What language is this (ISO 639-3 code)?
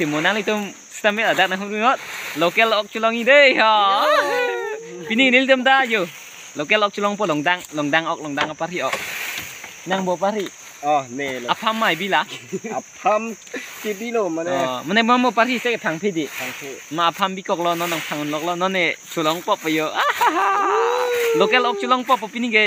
mjw